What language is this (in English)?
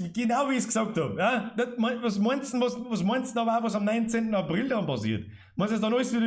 Bavarian